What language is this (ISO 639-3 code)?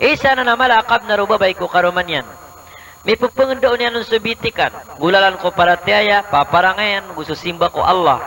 mrw